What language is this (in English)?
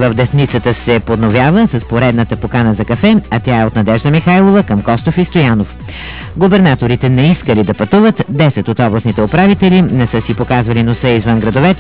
Bulgarian